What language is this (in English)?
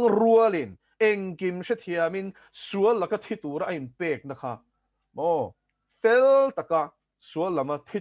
Mizo